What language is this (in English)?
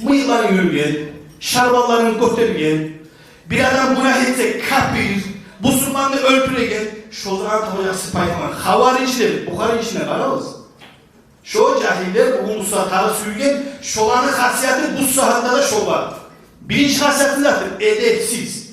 Kumyk